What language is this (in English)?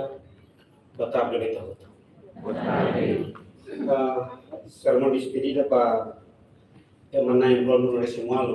Tetum